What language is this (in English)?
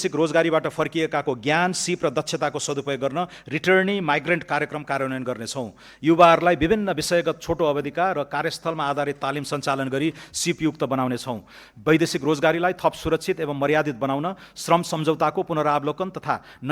Nepali